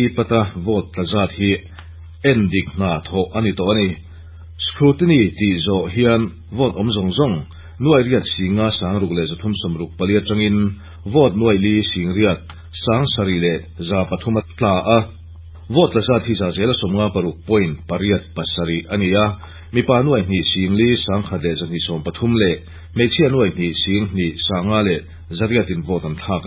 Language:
Mizo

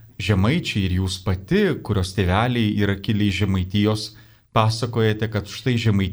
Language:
Lithuanian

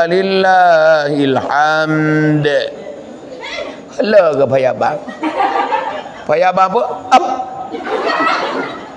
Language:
Pattani Malay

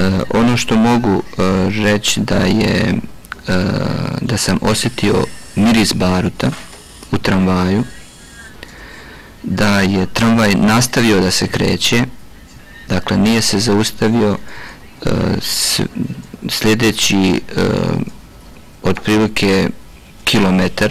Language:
Bosnian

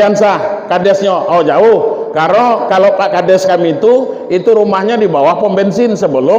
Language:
Minangkabau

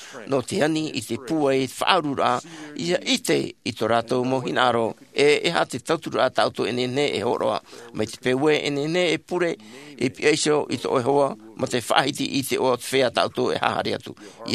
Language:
Tahitian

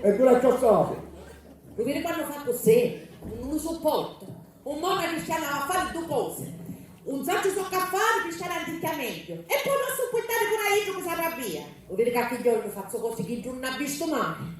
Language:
Sicilian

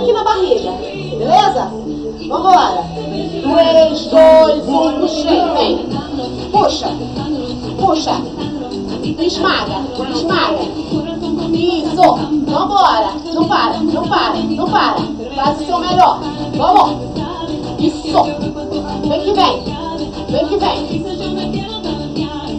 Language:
Portuguese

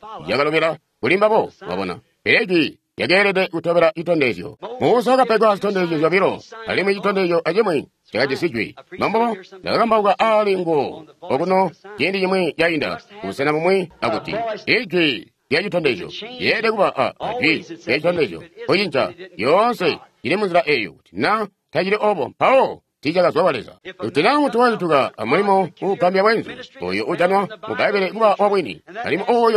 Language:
Tonga (Zambia)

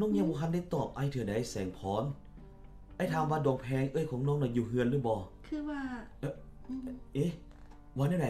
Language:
Lao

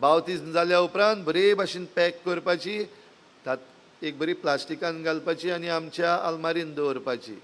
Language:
Konkani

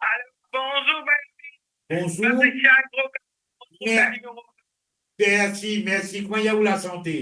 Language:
Morisyen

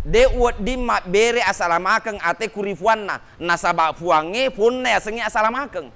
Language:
Buginese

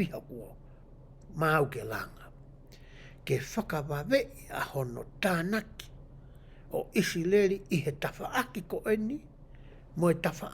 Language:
Tongan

